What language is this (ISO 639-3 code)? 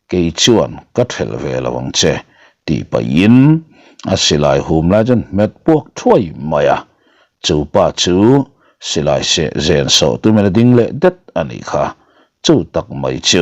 lus